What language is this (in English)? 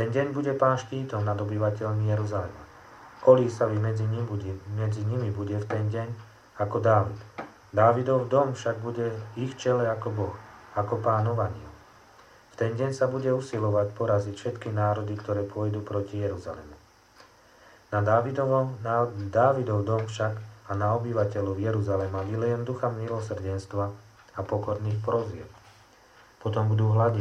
Slovak